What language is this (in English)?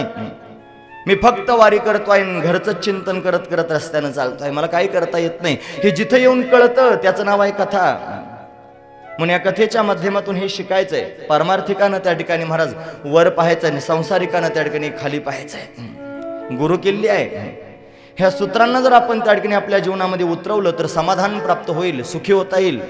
Marathi